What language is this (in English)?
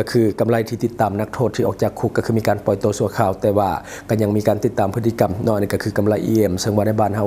Lao